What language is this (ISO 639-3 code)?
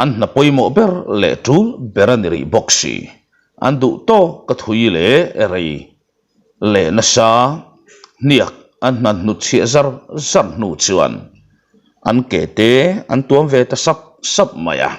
lus